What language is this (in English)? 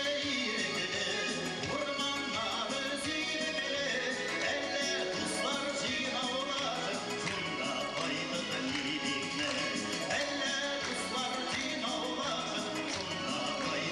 Tatar